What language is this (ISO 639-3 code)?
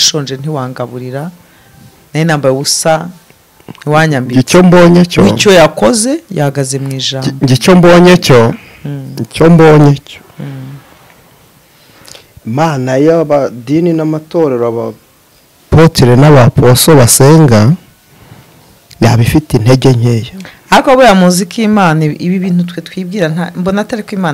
kin